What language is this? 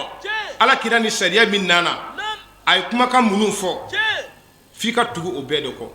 Bambara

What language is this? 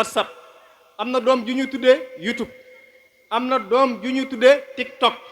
Wolof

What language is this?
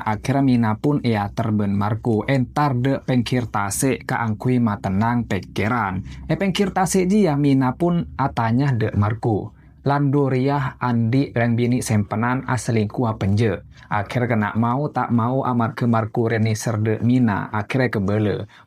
Madurese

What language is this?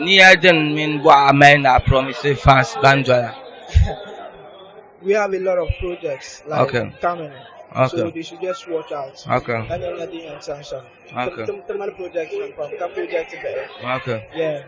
Dagbani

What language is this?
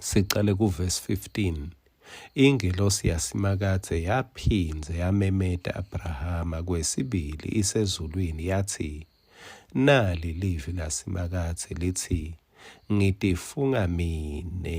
Swati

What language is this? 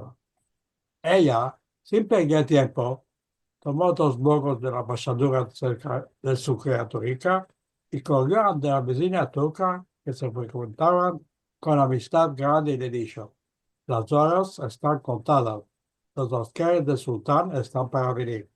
Ladino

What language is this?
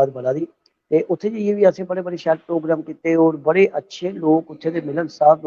Dogri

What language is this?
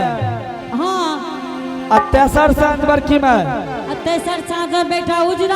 Angika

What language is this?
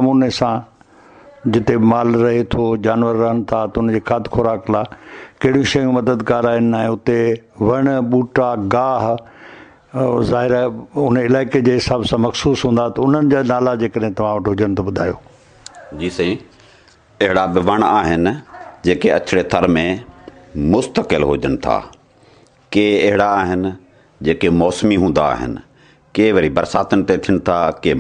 Sindhi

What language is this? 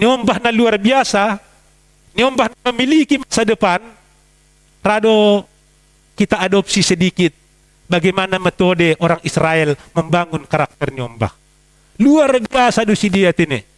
Batak Simalungun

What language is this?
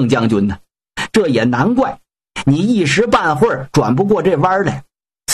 Chinese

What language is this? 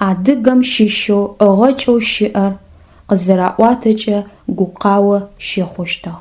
Adyghe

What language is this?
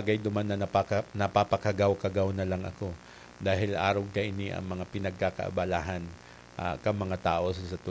Bikol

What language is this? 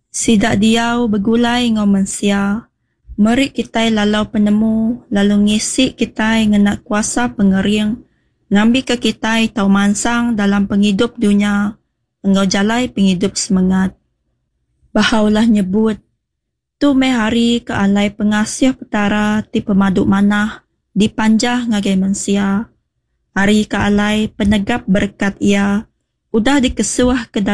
Iban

